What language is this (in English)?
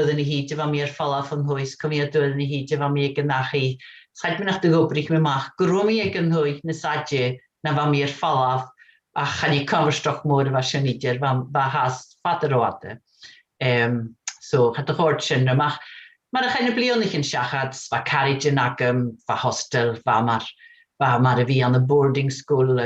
Scottish Gaelic